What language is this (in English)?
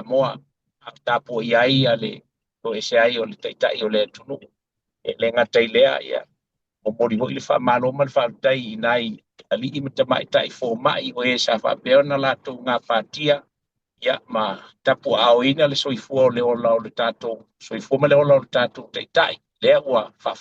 Samoan